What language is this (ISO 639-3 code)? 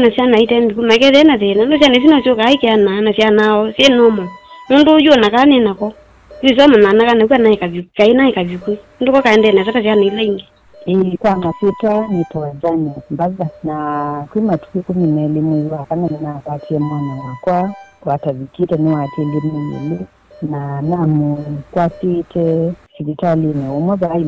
kam